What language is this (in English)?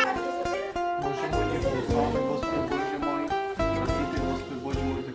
Bulgarian